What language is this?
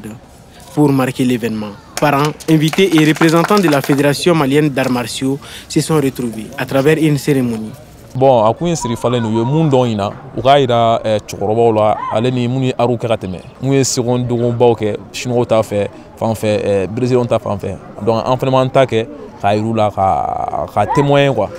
Bambara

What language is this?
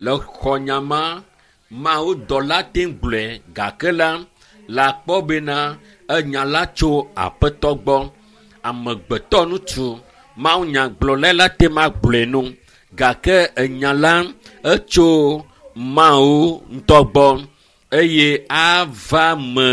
Ewe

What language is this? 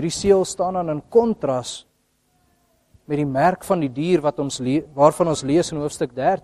Afrikaans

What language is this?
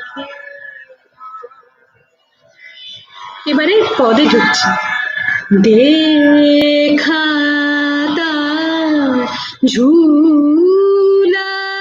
Bangla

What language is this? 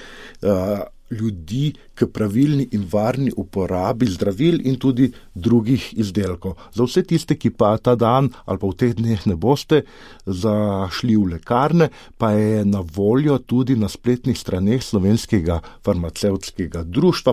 Slovenian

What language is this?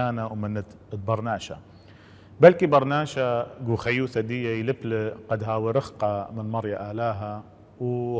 Assyrian Neo-Aramaic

